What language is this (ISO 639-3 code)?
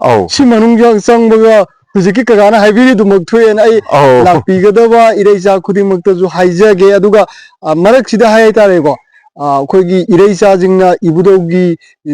mni